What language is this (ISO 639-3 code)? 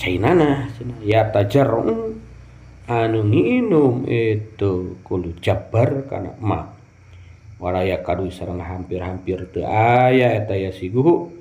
sun